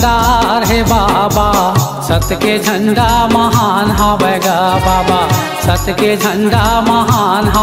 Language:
Chhattisgarhi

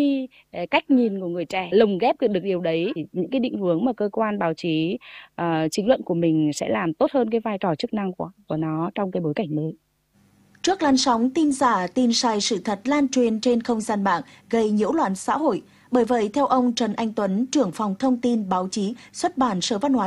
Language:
Vietnamese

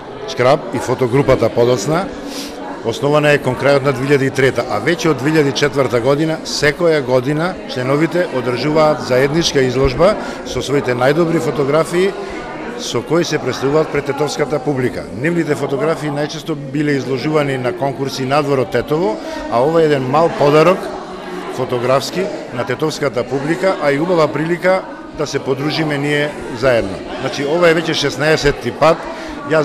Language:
Macedonian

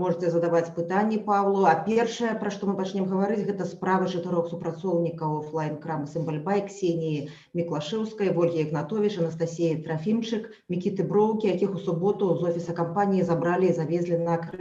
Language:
Belarusian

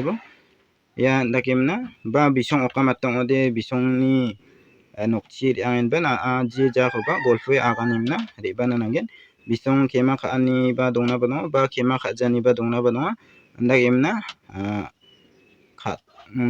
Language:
Garo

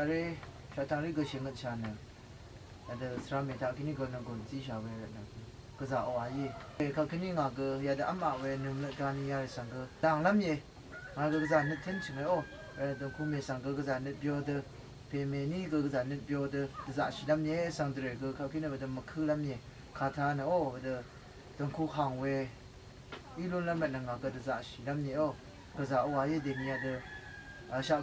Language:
Rawang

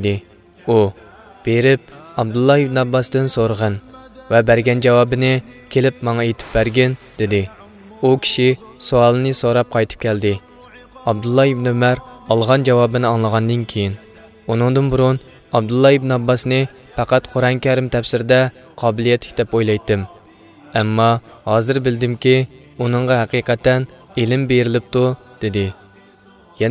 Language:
Uyghur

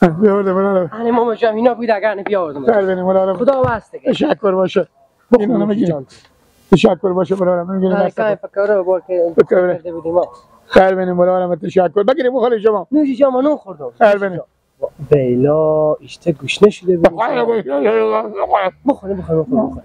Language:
Persian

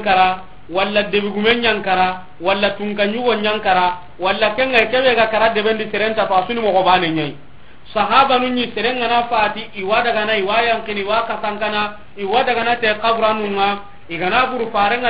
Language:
Soninke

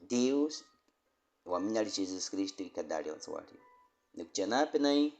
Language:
Baniwa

